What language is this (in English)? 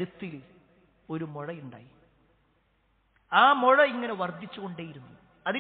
Malayalam